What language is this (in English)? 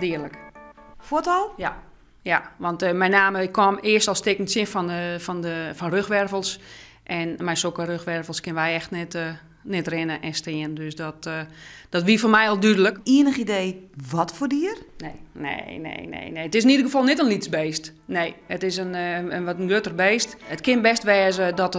Western Frisian